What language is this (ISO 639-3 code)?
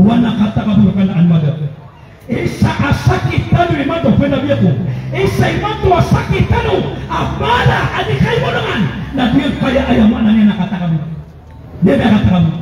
mrw